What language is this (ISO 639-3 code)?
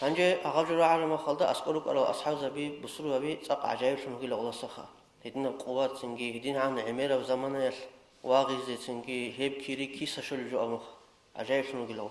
ava